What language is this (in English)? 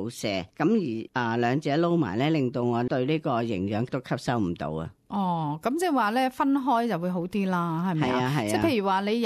Cantonese